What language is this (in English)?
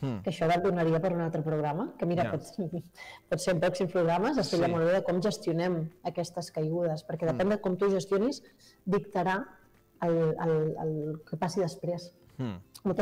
Catalan